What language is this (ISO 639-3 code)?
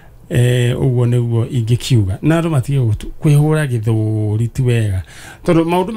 kik